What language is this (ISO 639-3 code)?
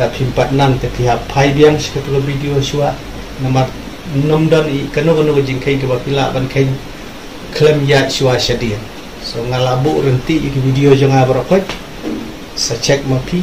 kha